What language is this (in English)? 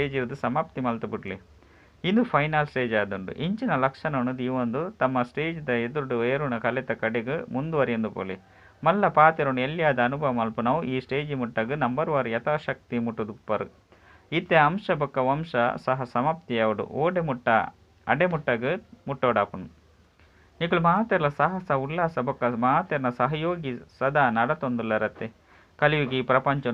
Tulu